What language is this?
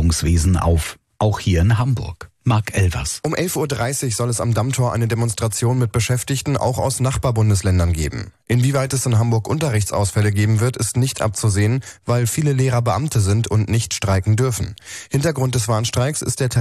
German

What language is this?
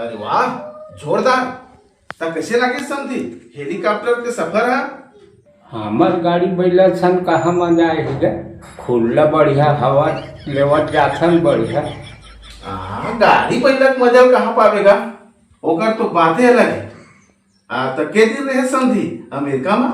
Chhattisgarhi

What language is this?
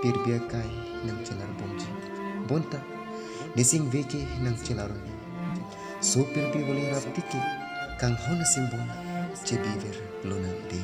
Karbi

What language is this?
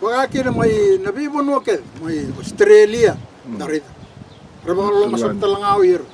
Fijian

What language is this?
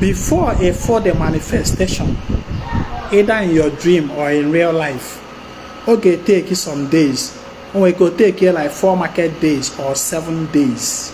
Igbo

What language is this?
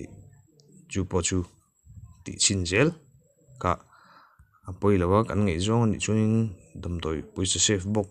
Mizo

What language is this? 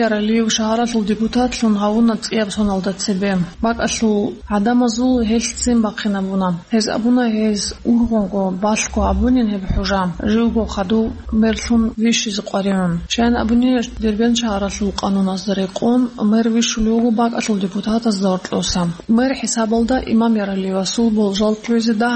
Avaric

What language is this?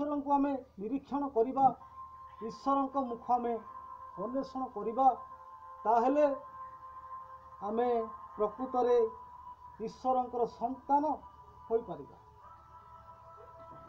Odia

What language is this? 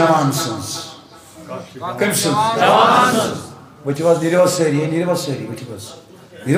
Kashmiri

